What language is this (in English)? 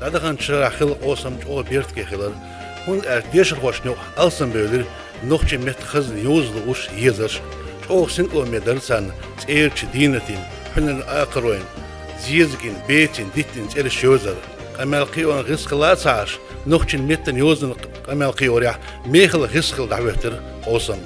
Chechen